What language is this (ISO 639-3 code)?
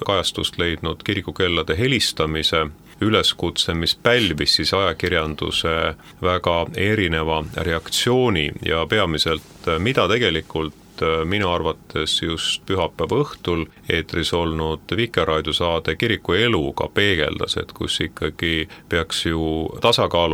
est